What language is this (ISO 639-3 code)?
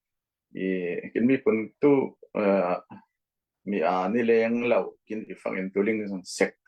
cfm